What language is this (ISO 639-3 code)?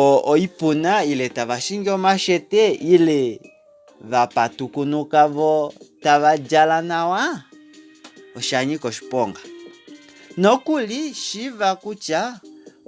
kua